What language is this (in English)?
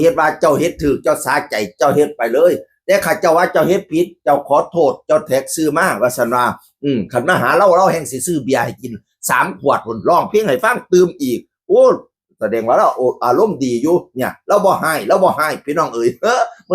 Northeastern Thai